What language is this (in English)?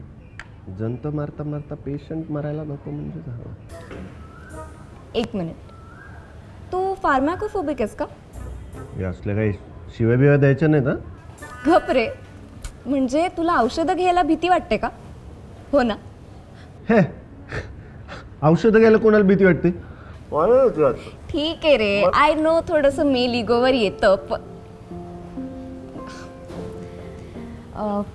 Marathi